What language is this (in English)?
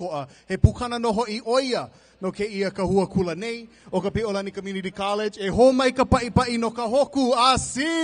Hawaiian